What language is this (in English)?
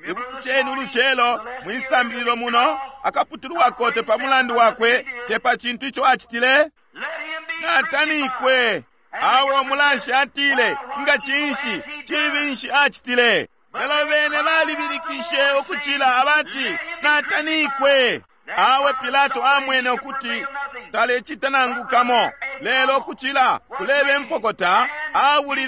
Bemba